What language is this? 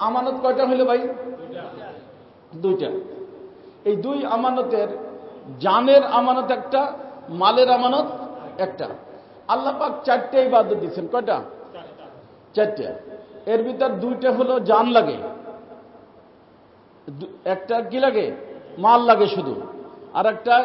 Bangla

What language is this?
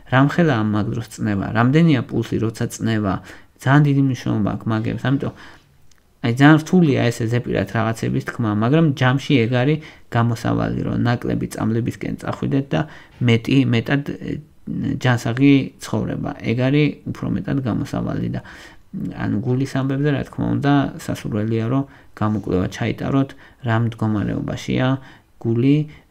Georgian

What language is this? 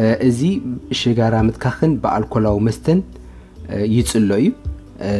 Tigrinya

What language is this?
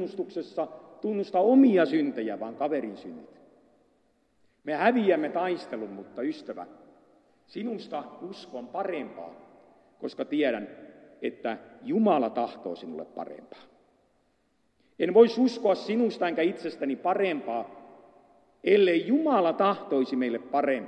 Finnish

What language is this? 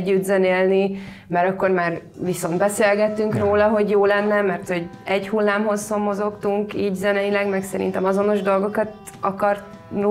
Hungarian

